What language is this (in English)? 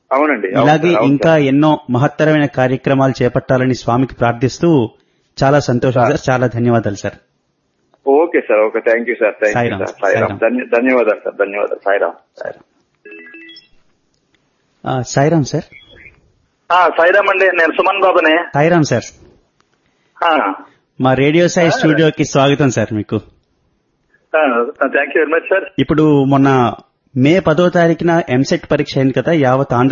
Telugu